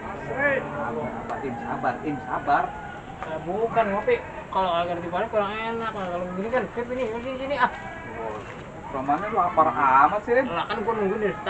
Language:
Betawi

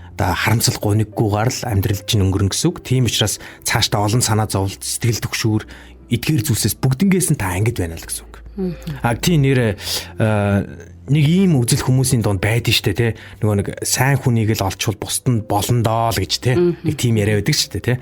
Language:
Mongolian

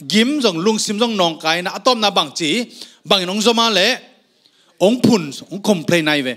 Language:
Tedim Chin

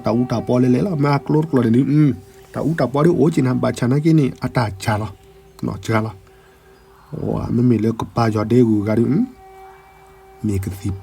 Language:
S'gaw Karen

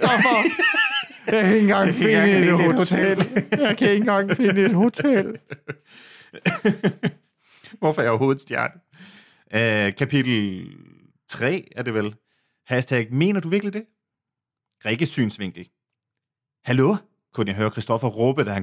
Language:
Danish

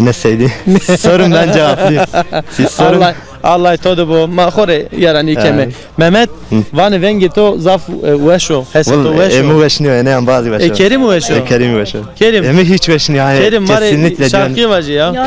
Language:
Zaza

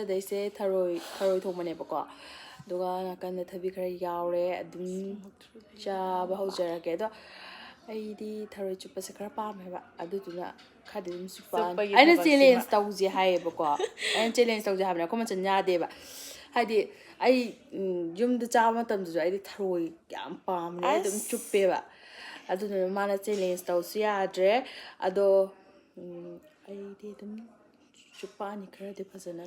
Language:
Manipuri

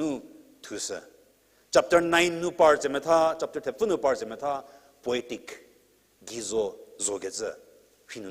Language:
Angami Naga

